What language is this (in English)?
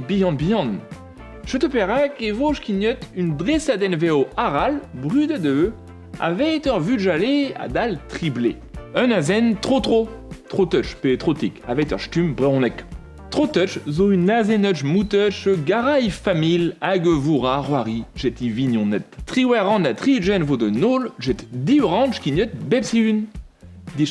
Breton